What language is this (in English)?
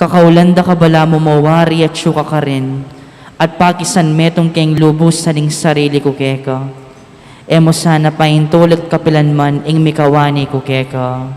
Pampanga